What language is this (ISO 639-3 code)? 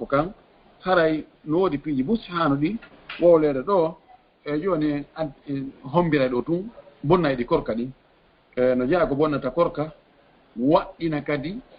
ful